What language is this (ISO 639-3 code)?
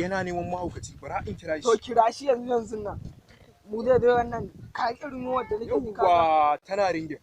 hau